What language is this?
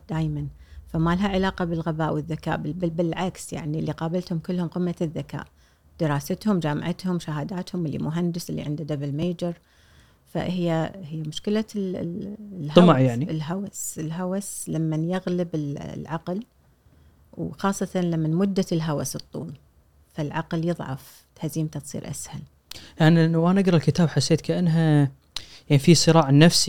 Gulf Arabic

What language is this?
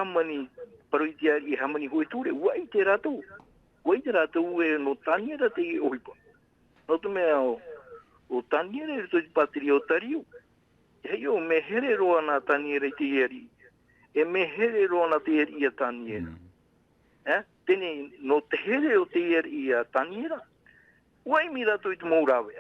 Tahitian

